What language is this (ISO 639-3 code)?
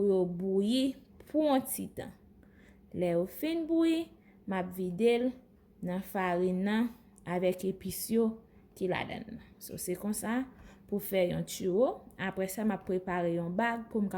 hat